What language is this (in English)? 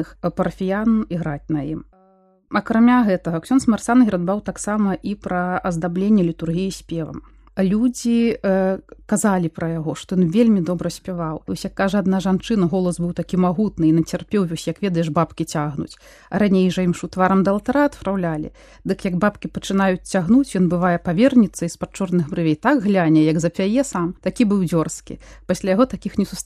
Belarusian